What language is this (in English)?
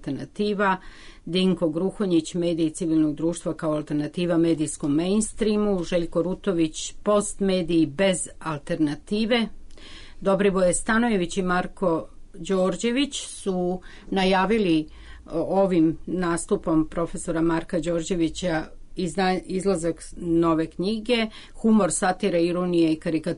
Serbian